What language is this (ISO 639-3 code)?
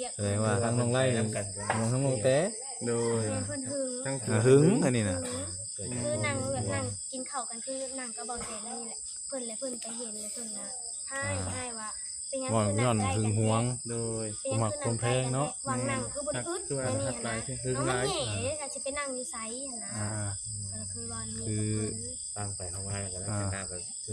tts